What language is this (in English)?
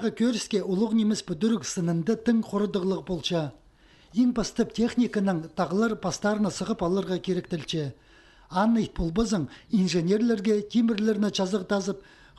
Khakas